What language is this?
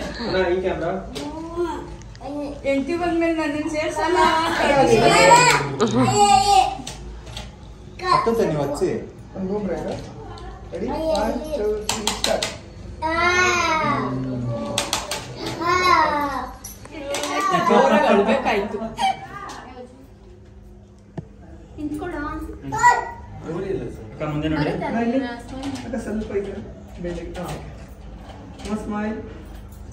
Kannada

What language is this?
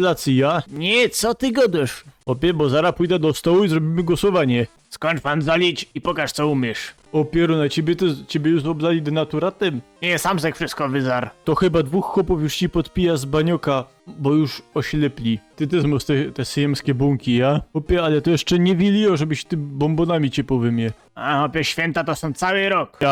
Silesian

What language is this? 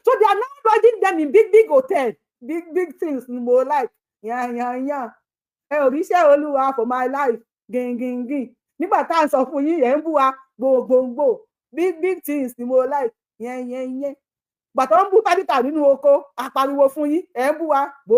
Yoruba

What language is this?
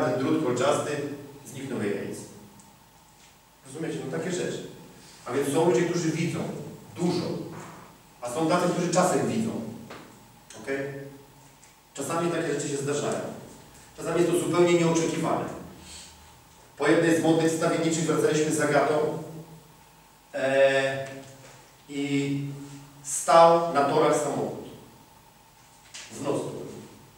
Polish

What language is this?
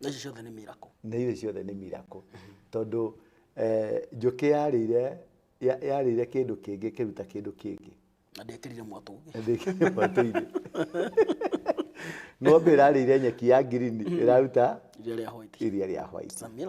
Kikuyu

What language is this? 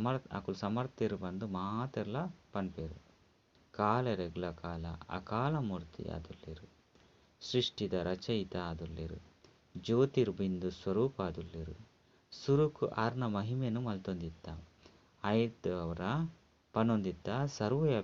Tulu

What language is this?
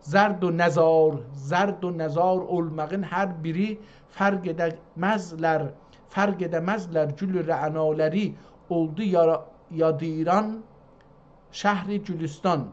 South Azerbaijani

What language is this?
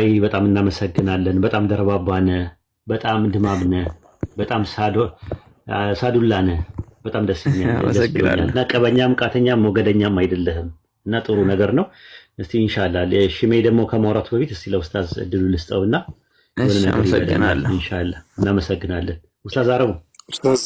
Amharic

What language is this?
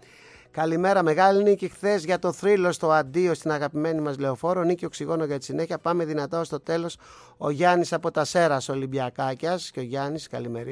Greek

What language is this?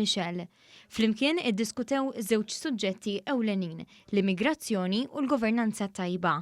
Maltese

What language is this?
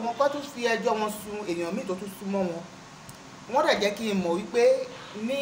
Yoruba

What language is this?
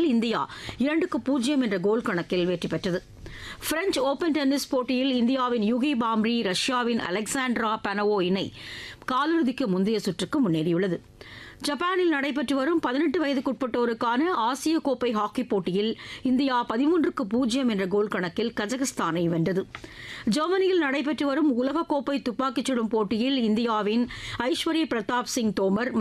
Tamil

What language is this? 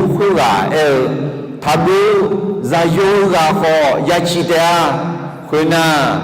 Akha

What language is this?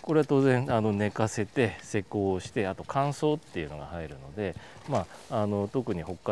Japanese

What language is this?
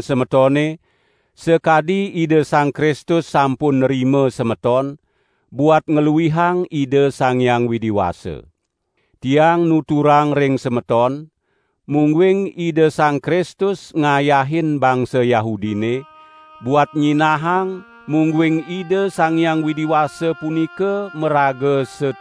Balinese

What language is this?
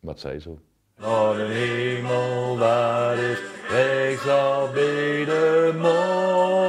Limburgish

